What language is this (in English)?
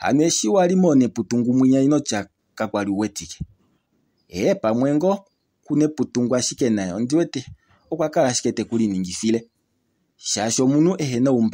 Kuanyama